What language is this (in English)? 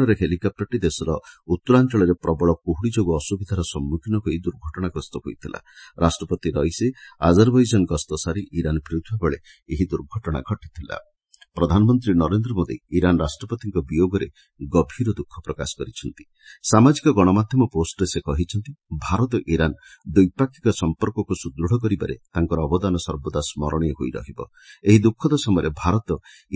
Odia